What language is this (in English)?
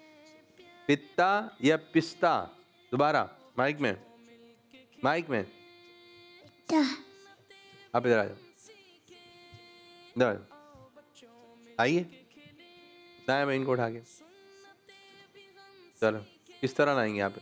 Hindi